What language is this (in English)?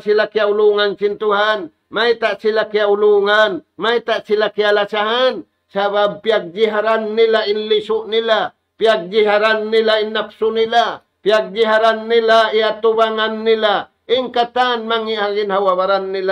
Tausug